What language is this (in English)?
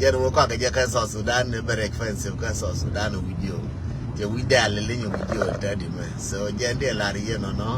Nuer